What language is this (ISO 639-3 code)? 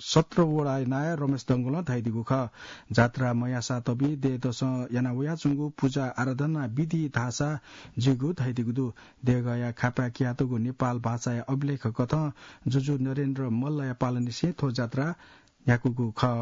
new